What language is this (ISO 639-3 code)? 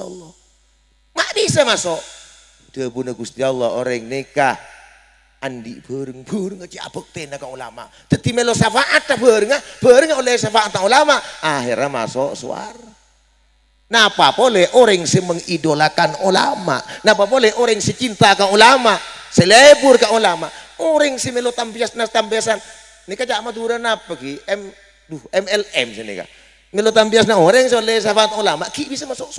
mad